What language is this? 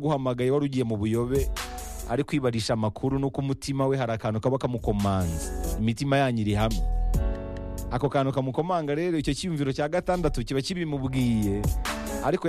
Kinyarwanda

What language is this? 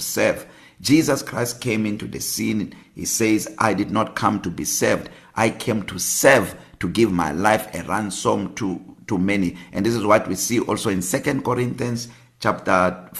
English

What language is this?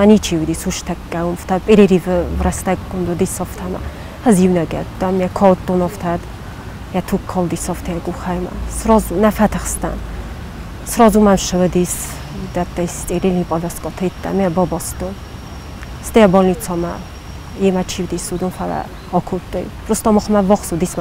Ossetic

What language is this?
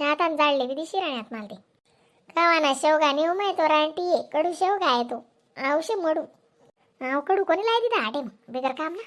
Khandesi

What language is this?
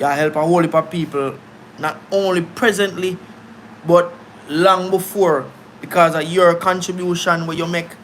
Jamaican Creole English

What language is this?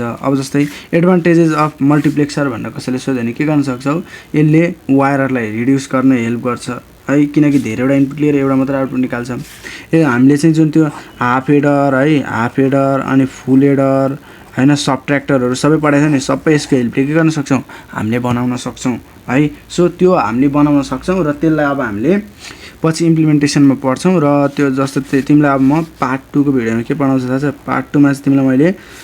Nepali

